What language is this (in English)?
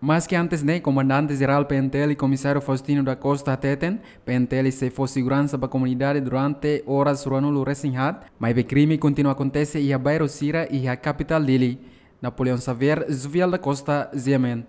Tetum